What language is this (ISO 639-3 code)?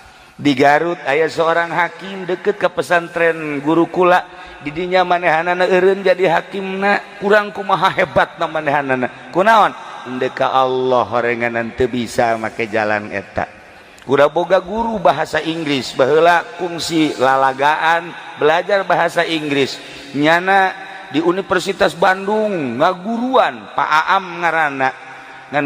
sun